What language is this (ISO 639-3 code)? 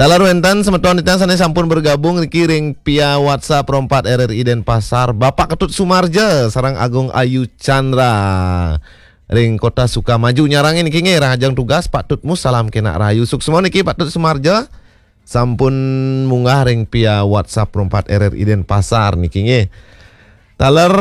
ban